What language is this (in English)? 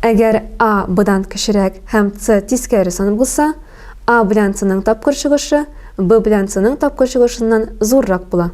Tatar